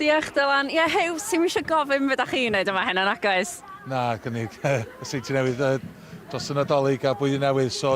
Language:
Welsh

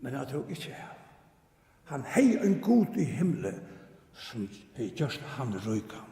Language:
Faroese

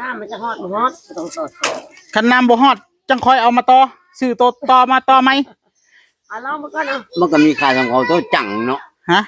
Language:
Northeastern Thai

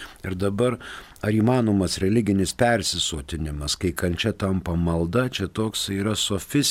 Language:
Lithuanian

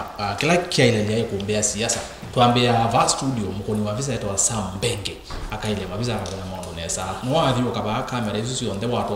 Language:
Kamba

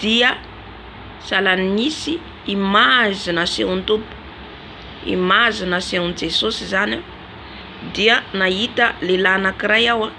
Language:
Malagasy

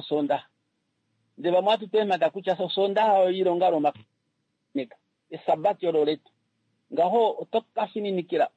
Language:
Kuanyama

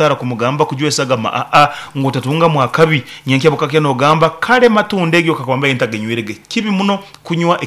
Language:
Nyoro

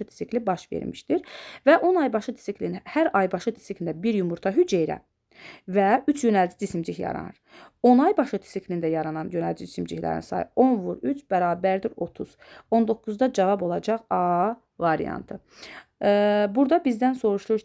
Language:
Azerbaijani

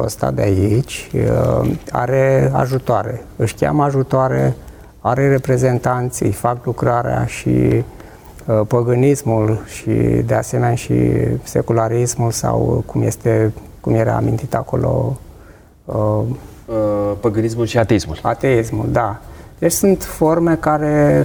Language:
Romanian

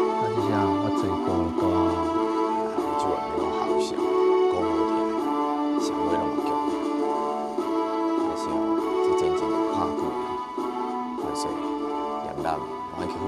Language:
Min Nan Chinese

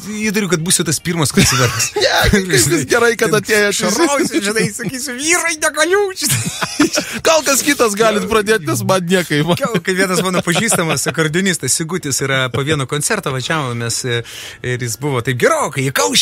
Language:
Lithuanian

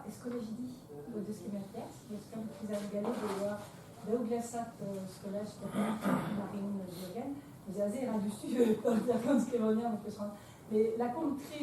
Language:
Breton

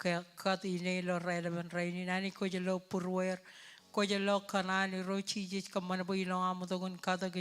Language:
Marshallese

